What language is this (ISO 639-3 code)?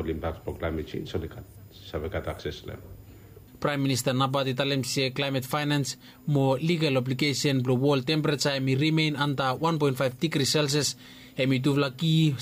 bis